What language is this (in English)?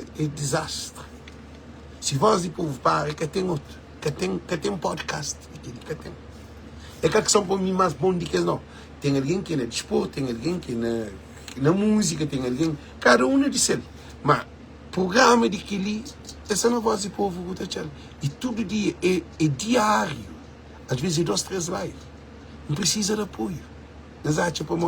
Kabuverdianu